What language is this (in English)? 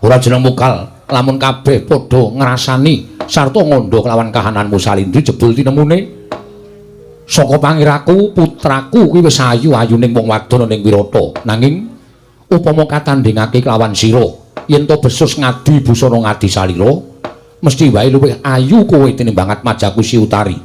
Javanese